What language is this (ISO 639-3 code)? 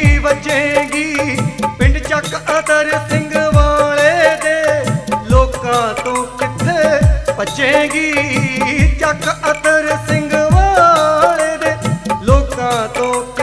pan